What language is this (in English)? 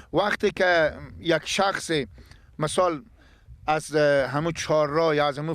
Persian